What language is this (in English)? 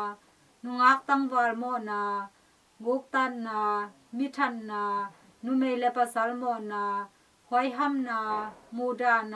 Tedim Chin